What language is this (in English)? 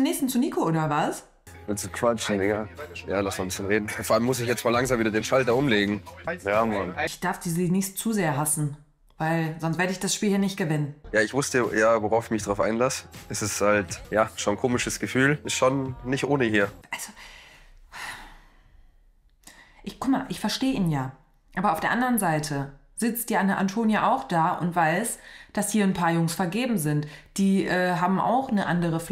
German